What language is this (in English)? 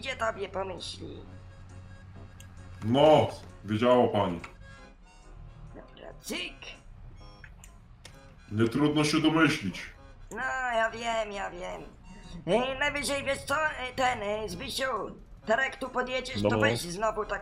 Polish